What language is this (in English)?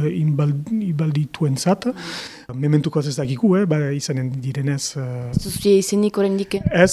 Basque